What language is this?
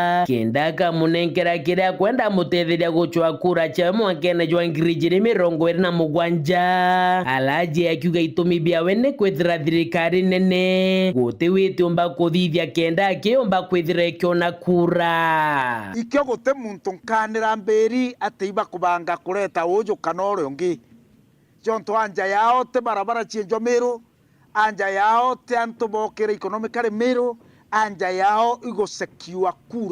Meru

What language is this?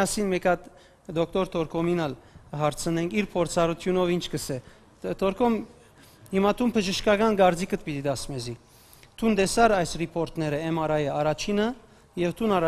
Western Armenian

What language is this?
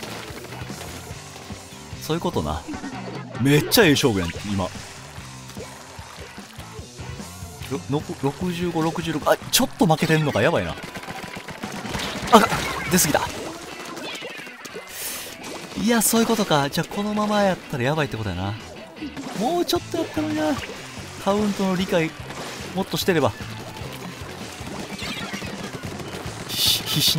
Japanese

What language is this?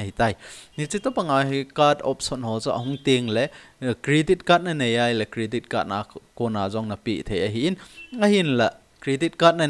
Thado Chin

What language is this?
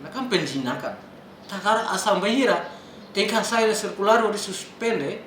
Tetum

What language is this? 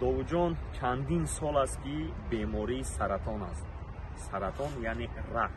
Tajik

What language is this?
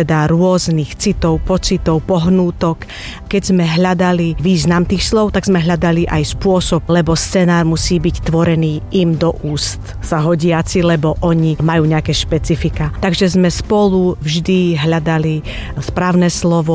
Slovak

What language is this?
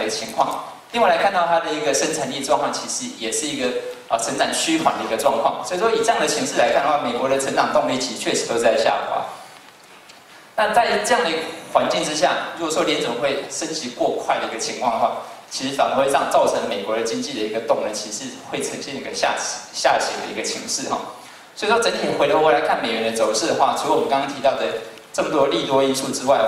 Chinese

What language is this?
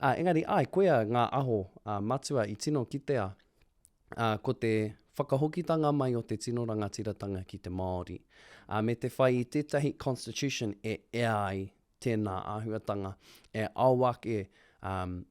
Māori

